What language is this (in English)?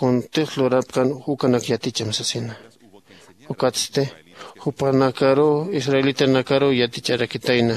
Aymara